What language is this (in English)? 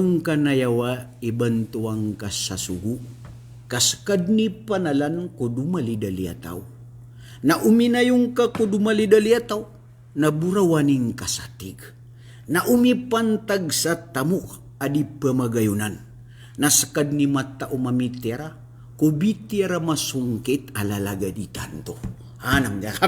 Maranao